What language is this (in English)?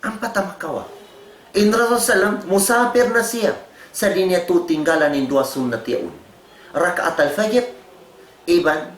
Tausug